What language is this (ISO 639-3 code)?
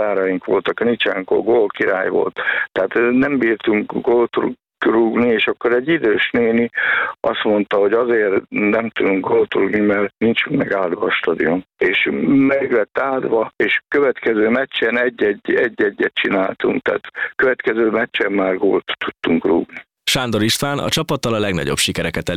hun